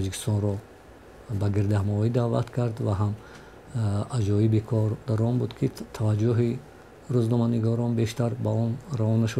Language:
Tajik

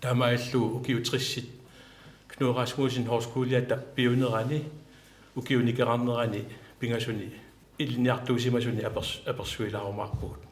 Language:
Kalaallisut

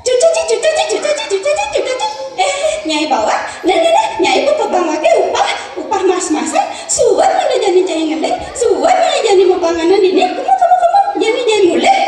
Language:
Balinese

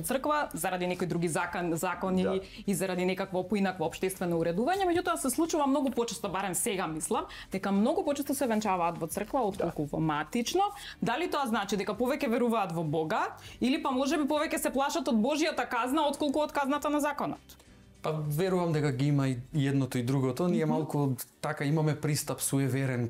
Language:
Macedonian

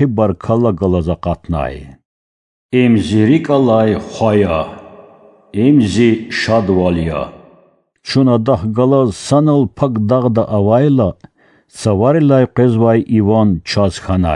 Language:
Lezghian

